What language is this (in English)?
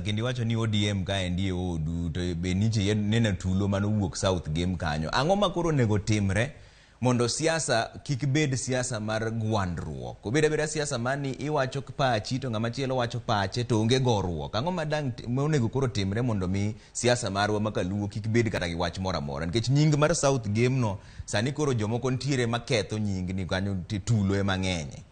Luo (Kenya and Tanzania)